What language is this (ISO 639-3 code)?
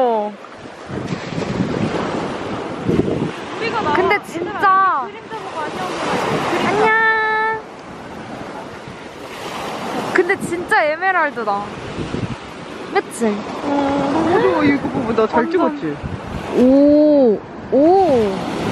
kor